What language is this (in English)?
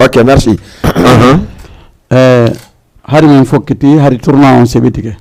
Fula